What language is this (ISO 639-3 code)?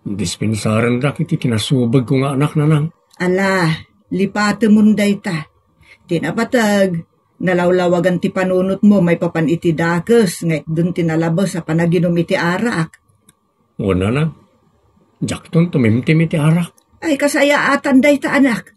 ilo